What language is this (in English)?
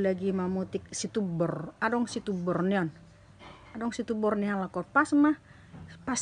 Batak Toba